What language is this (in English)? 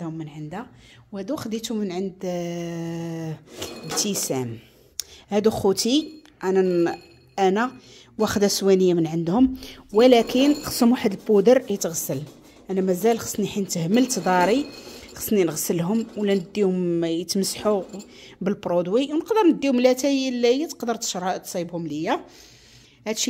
Moroccan Arabic